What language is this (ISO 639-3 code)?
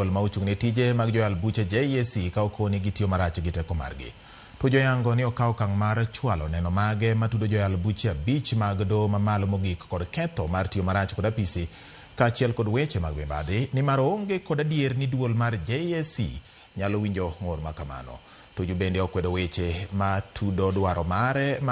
luo